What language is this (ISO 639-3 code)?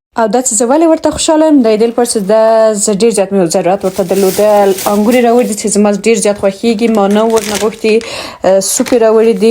pus